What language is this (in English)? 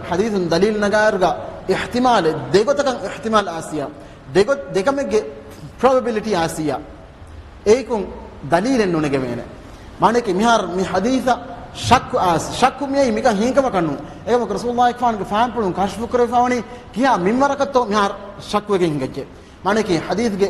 Divehi